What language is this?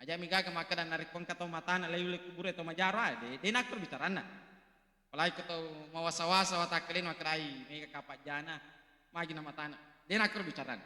Buginese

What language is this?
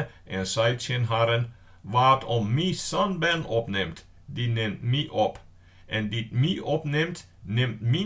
Western Frisian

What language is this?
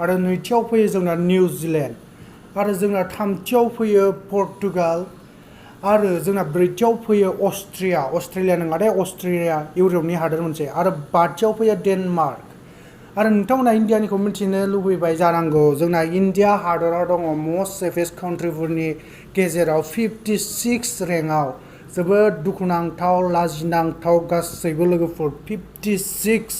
Bodo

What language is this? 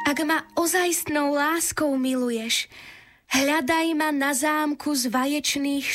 Slovak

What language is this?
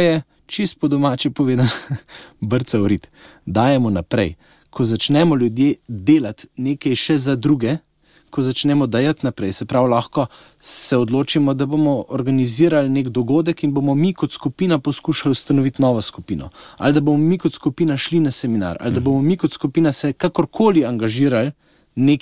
Slovenian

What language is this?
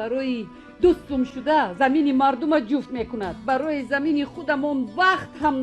Tajik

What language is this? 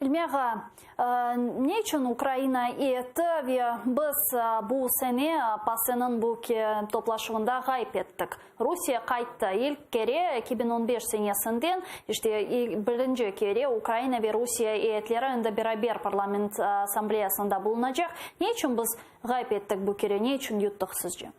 Crimean Tatar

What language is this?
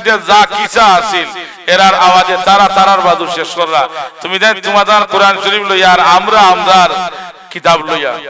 Sylheti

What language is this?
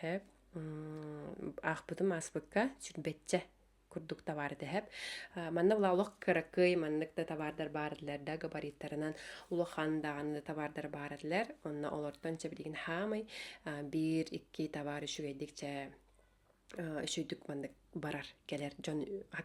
Yakut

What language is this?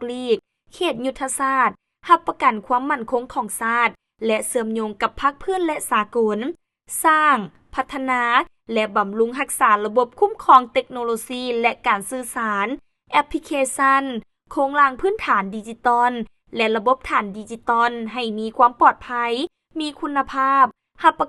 Lao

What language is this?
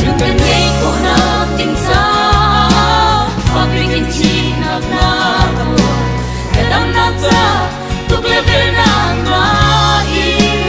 Hakha Chin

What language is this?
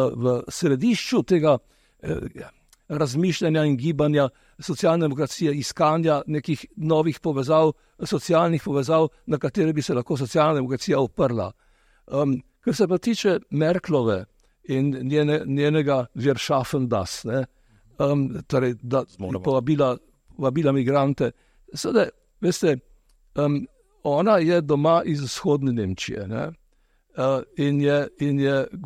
Slovenian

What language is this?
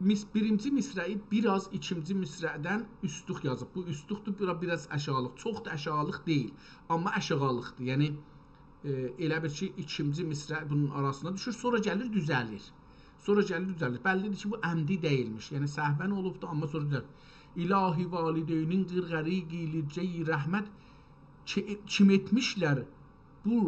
South Azerbaijani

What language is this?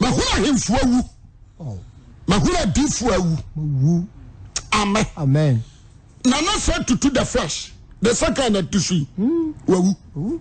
Akan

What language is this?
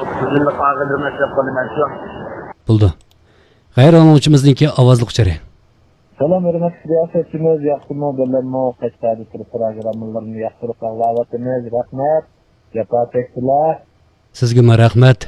Uyghur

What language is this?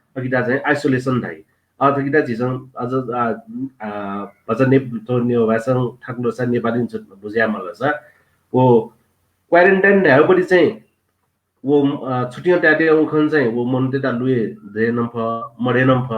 Newari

